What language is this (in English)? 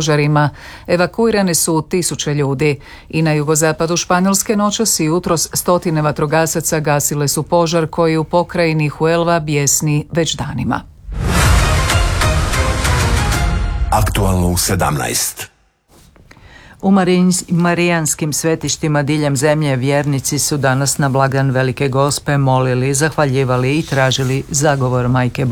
Croatian